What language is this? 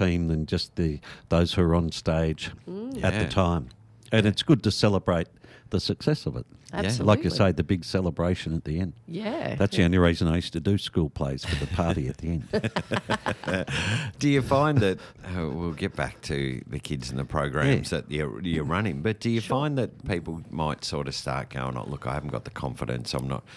English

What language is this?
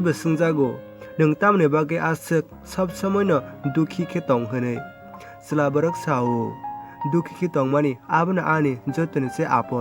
Kok Borok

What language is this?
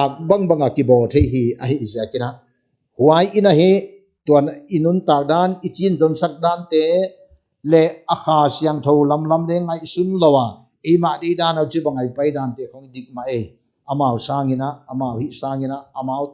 Paite Chin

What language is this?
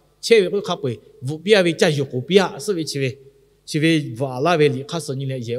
Lahu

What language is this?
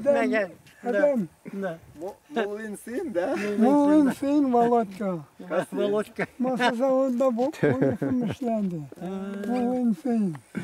Tatar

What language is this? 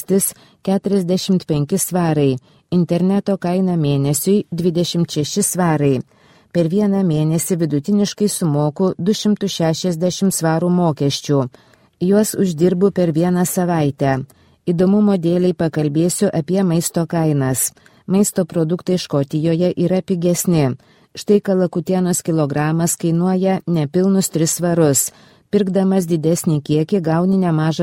Lithuanian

